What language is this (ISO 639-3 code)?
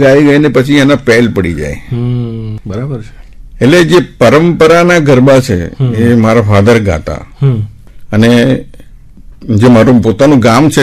guj